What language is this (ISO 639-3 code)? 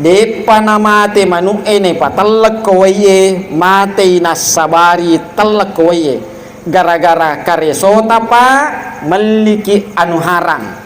bug